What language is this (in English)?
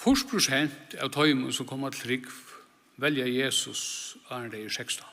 Faroese